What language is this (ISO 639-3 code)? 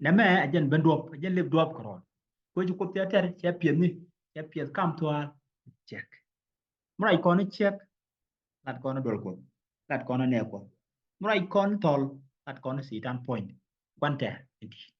nus